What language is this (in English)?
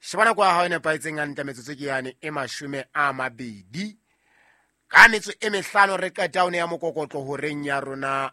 Southern Sotho